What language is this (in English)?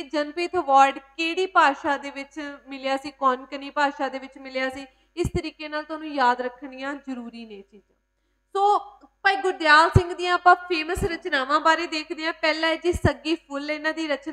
Punjabi